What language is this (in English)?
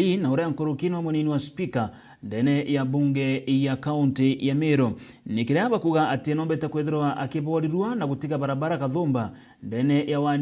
Meru